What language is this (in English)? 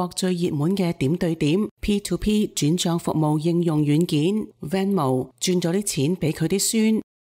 Cantonese